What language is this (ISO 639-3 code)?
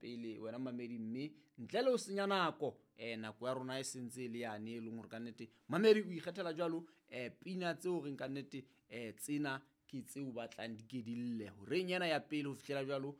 sot